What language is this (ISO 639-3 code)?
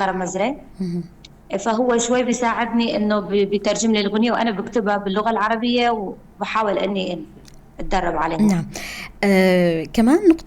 apc